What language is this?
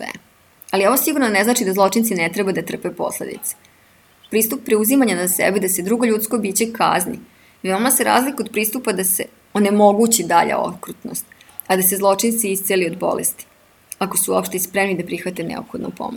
Serbian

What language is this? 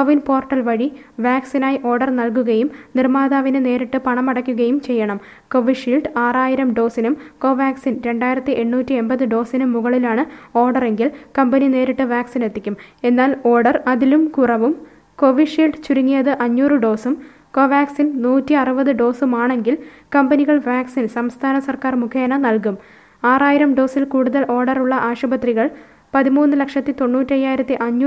Malayalam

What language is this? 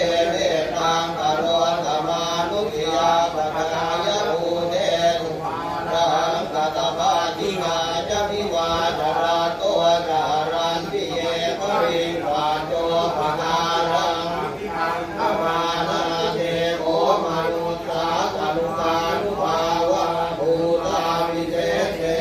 Pali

